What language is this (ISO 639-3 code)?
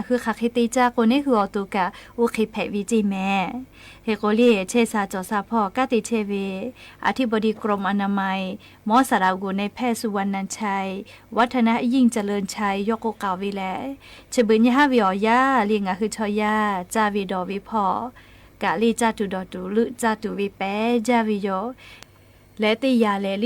lhu